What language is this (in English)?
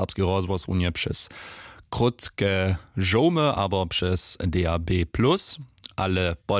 Upper Sorbian